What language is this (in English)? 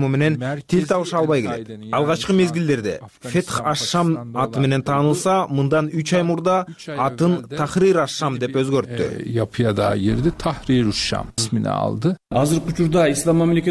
Kyrgyz